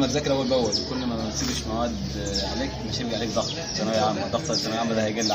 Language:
Egyptian Arabic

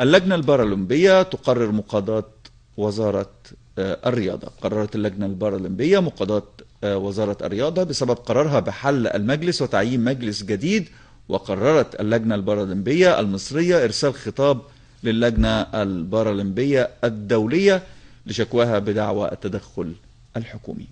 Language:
Egyptian Arabic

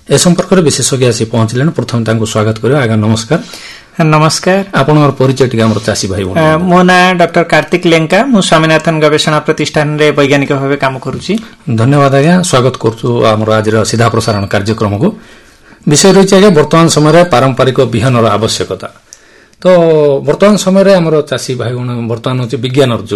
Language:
Odia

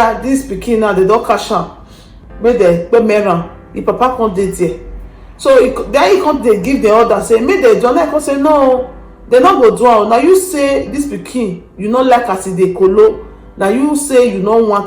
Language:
Nigerian Pidgin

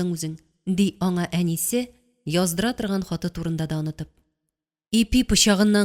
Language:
Tatar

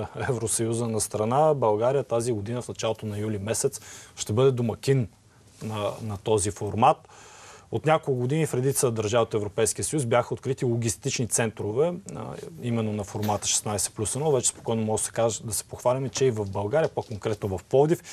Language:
Bulgarian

